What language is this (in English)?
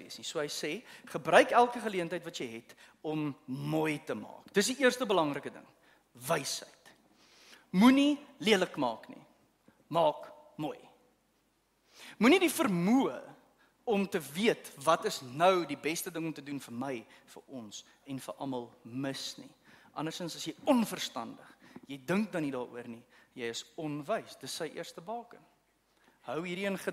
Afrikaans